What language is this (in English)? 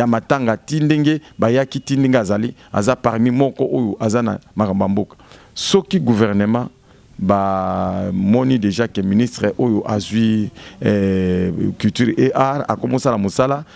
Lingala